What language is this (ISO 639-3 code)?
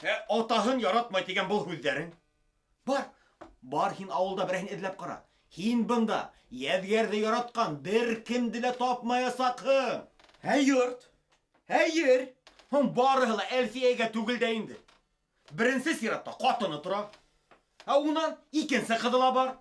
bak